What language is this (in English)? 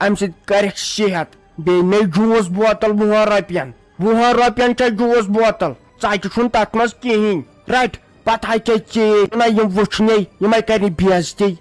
Kashmiri